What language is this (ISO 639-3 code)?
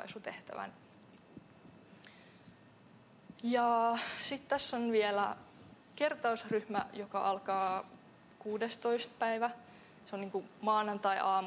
fin